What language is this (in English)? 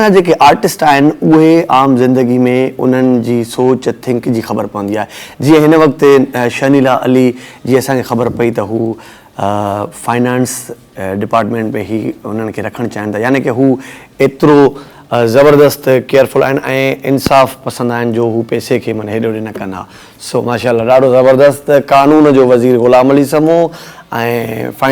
Sindhi